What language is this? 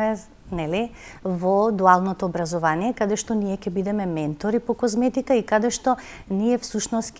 Macedonian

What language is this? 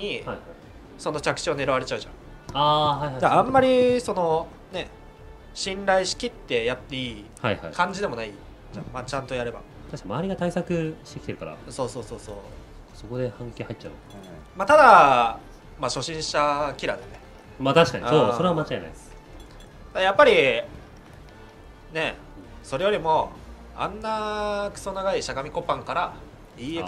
Japanese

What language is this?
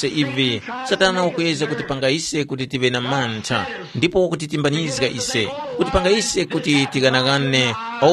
Tumbuka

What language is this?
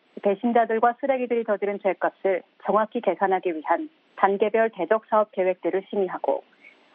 Korean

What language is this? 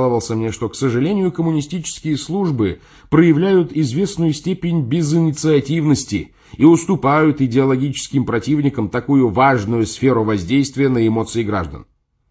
Russian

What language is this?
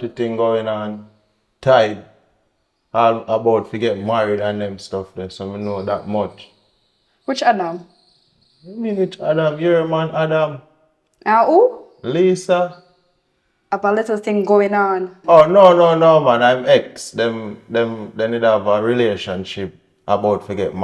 Jamaican Creole English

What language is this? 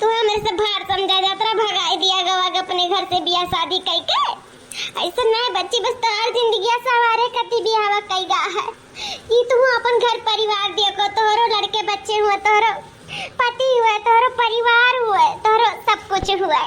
Awadhi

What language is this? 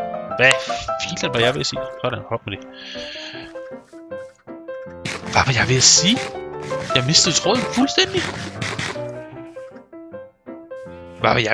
Danish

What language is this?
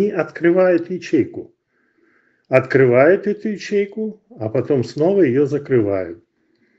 Russian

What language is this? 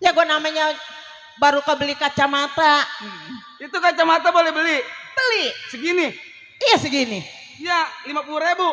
Betawi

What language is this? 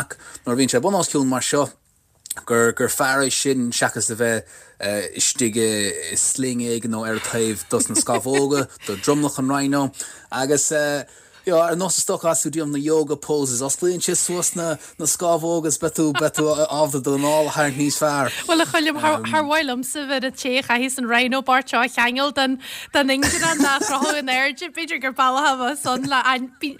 Irish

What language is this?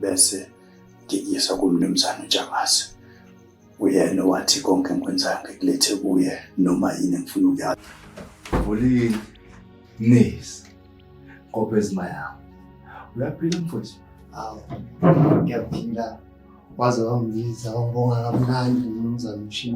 Zulu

